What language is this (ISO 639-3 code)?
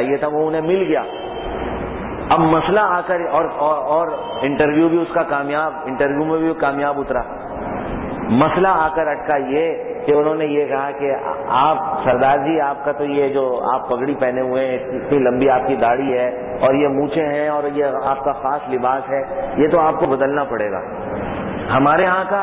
urd